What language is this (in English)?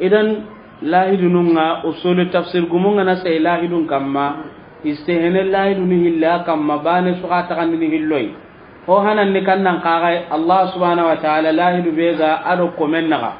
Soninke